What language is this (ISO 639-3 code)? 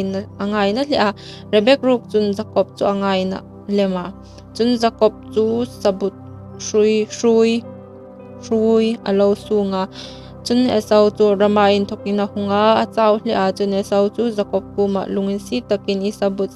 hmr